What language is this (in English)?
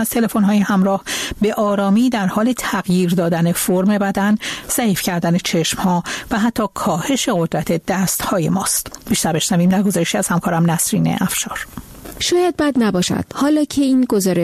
Persian